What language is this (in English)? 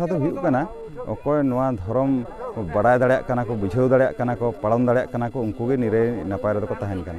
Santali